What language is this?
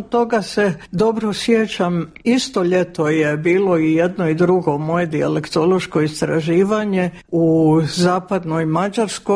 Croatian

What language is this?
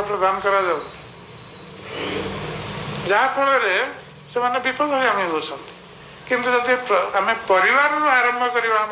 Odia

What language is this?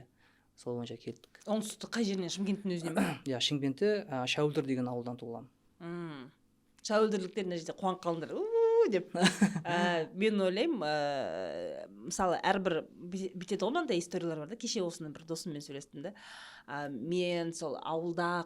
Kazakh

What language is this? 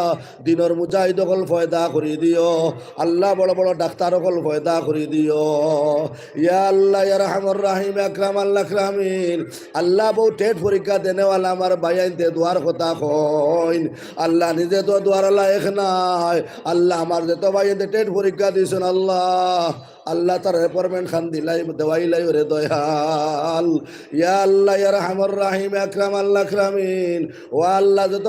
Sylheti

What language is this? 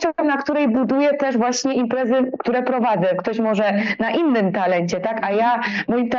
Polish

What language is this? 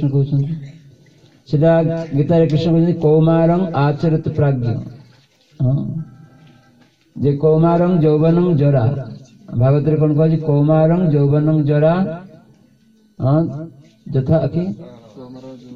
Odia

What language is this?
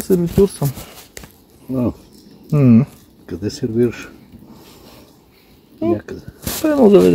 Bulgarian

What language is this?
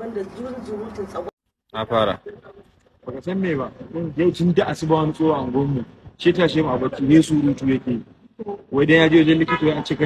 Hausa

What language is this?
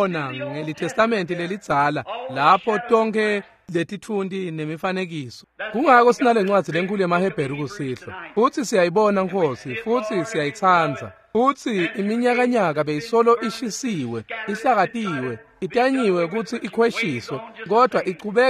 Swati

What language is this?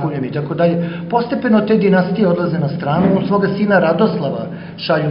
Serbian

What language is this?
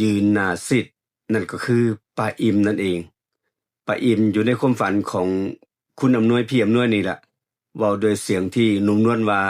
Northeastern Thai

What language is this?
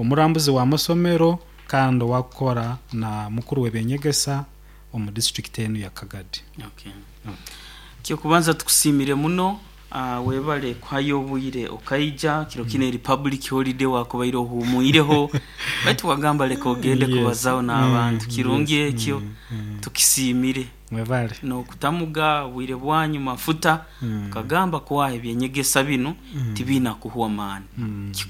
Nyoro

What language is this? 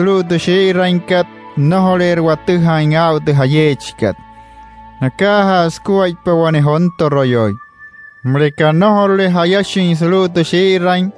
Wayuu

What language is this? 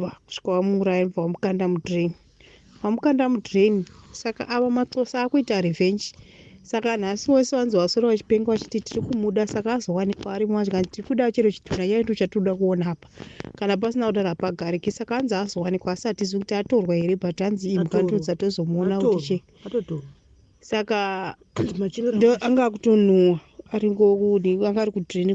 Shona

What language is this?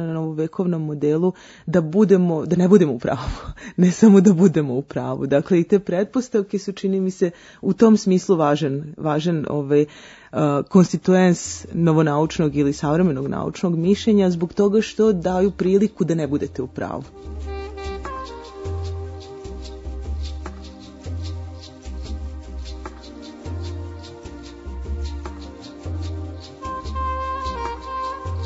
Serbian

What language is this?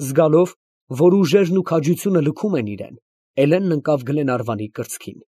Armenian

